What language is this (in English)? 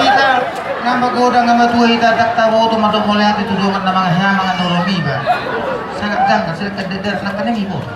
Batak Toba